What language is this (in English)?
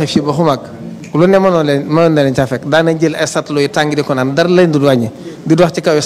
Wolof